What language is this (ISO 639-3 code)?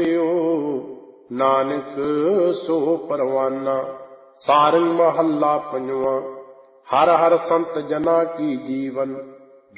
pan